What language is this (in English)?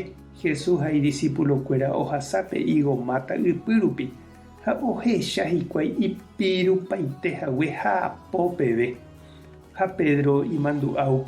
Guarani